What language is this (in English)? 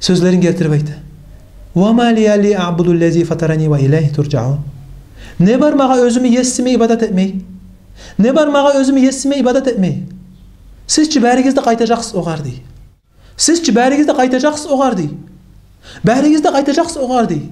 Kumyk